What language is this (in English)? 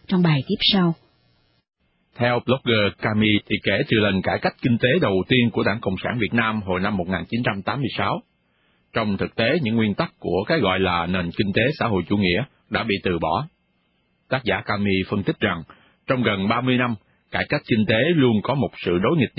Vietnamese